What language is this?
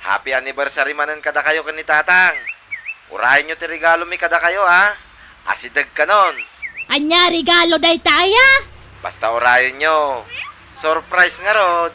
Iloko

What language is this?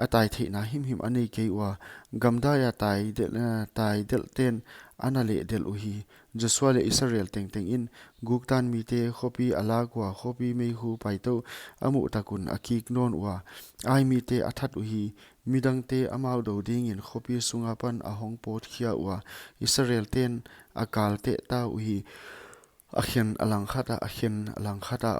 Paite Chin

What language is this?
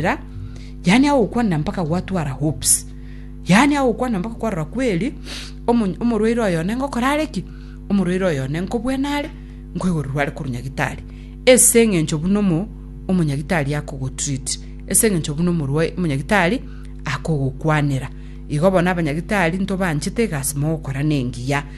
Gusii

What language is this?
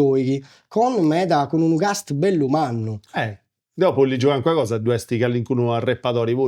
Sardinian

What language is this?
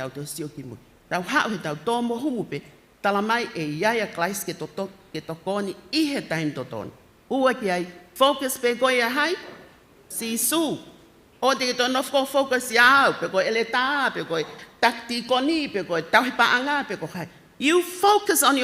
Tongan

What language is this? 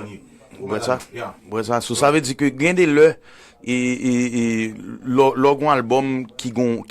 Haitian Creole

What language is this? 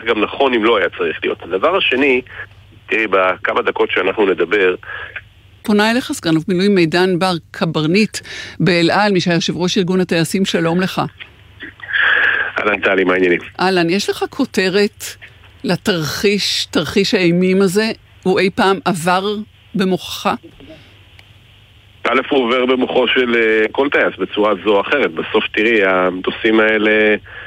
Hebrew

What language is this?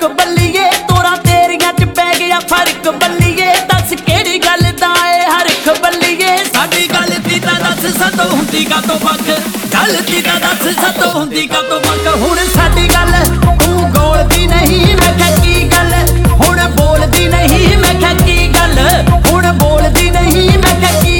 Punjabi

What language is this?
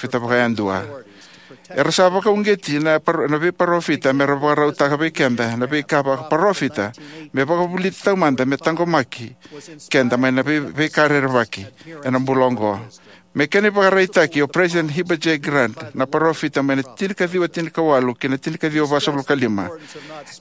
Fijian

